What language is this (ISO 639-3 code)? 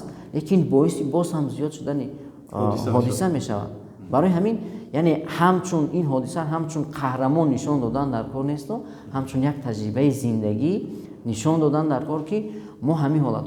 tgk